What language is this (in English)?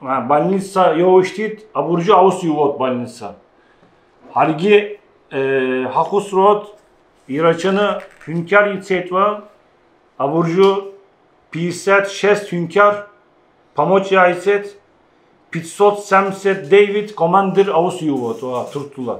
Abkhazian